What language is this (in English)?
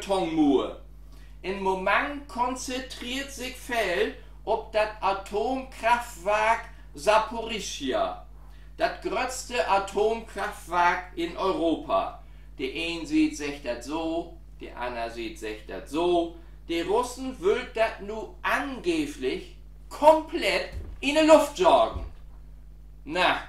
Low German